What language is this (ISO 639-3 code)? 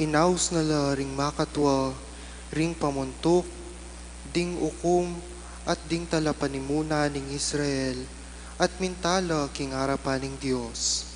pam